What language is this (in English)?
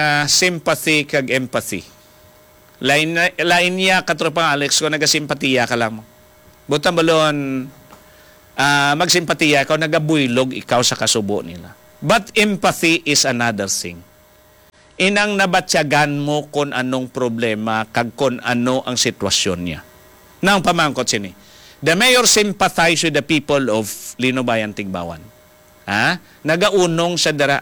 Hiligaynon